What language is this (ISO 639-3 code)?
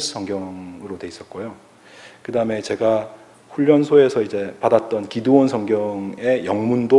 kor